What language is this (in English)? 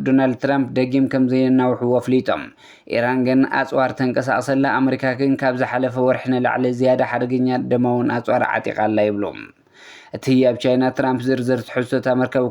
Tigrinya